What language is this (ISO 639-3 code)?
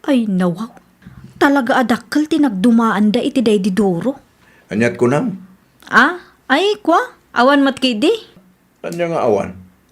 ilo